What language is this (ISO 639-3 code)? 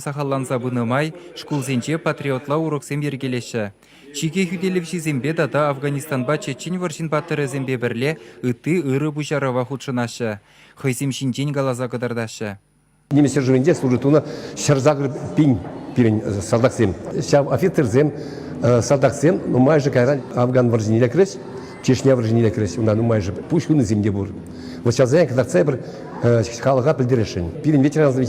chv